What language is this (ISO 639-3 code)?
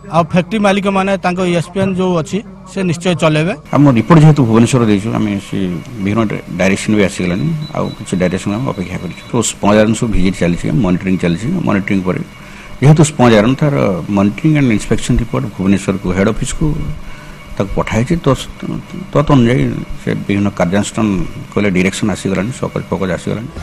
ori